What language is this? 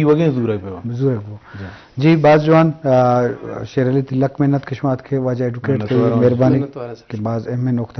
Eastern Balochi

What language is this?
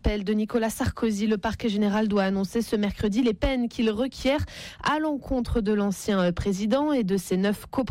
French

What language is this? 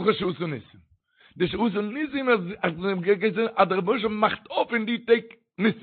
Yiddish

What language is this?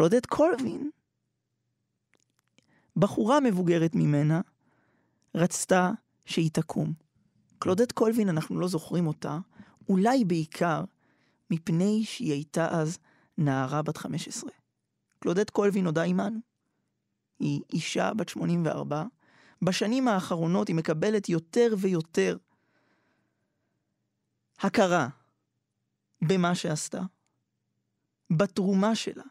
Hebrew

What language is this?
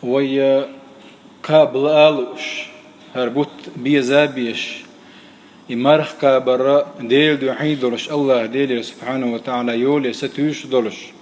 Chechen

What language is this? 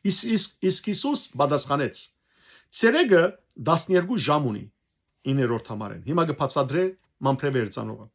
Western Armenian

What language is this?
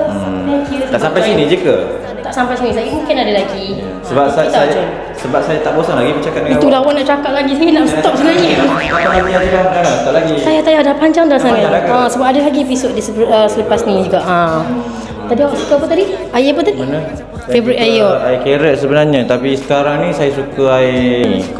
Malay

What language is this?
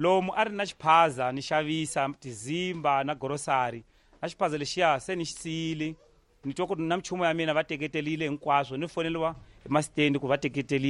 Tsonga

